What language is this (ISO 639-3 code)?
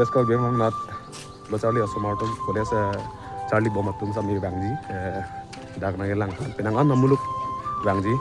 mjw